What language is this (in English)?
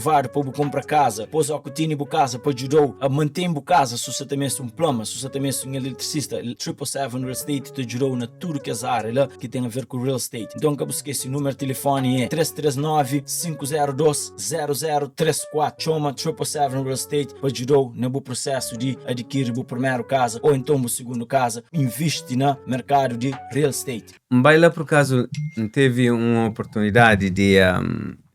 Kabuverdianu